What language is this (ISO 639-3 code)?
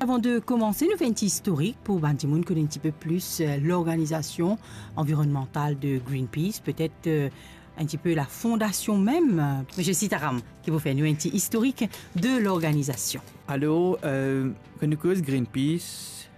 mfe